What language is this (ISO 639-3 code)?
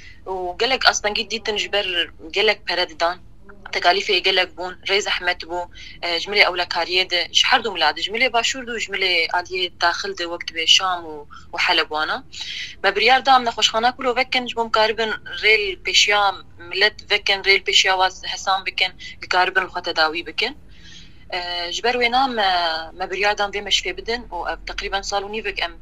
kur